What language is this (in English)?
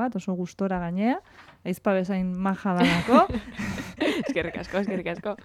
Basque